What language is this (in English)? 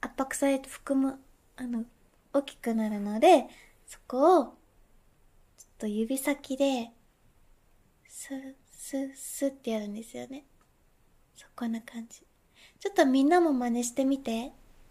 Japanese